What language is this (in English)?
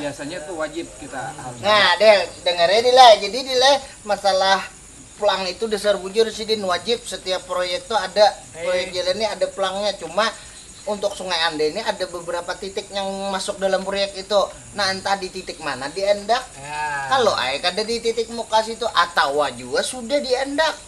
Banjar